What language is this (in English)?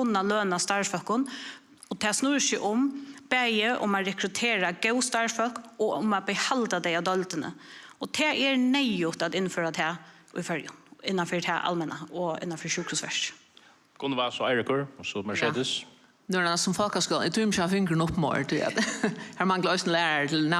Faroese